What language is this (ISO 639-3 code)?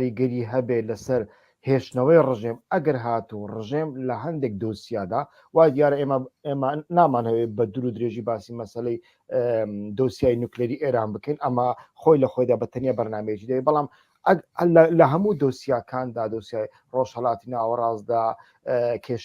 ckb